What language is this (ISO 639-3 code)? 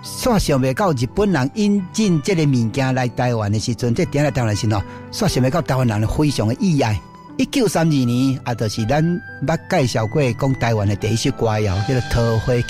nan